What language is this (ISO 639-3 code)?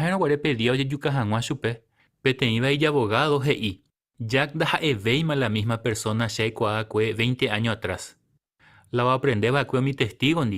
grn